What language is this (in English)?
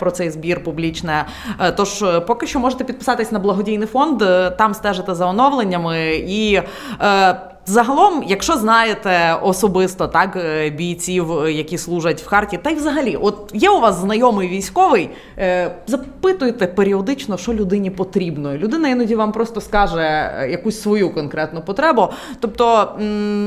Ukrainian